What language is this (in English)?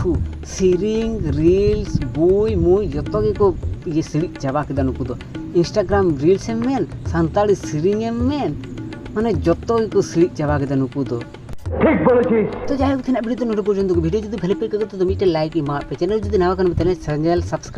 Santali